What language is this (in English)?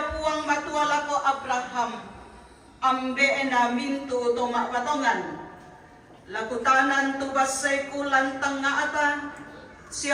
Toraja-Sa'dan